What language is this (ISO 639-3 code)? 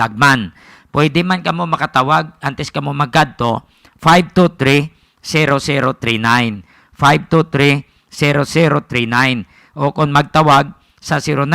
hil